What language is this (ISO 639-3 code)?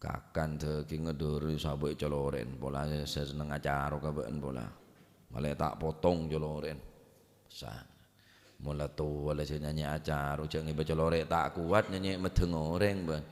mad